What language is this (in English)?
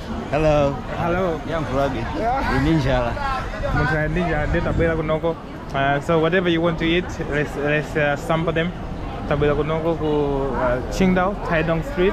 Nyanja